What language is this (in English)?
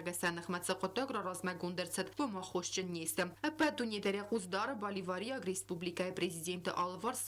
Ossetic